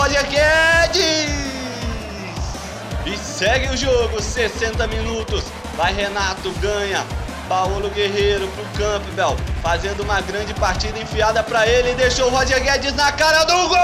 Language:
Portuguese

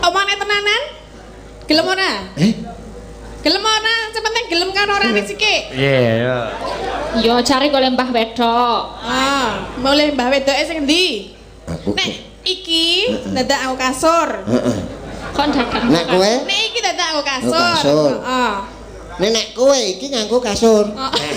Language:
Javanese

